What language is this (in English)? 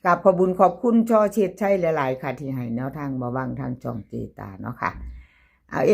Northeastern Thai